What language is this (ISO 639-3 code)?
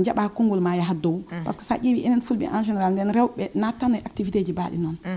ful